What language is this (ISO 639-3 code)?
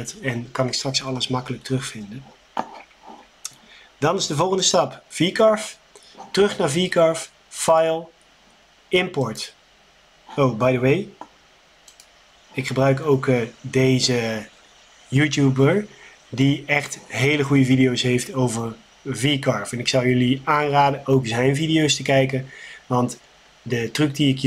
nld